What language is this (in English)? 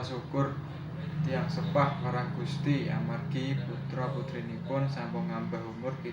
Javanese